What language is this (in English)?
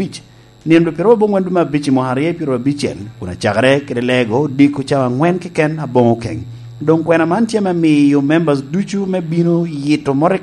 Lango (Uganda)